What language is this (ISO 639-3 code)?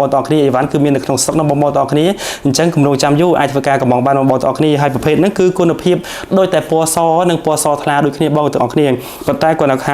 khm